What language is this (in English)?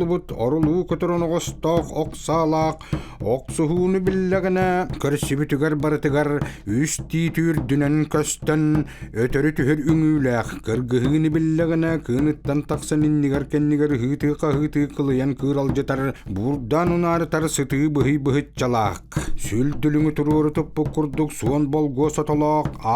Yakut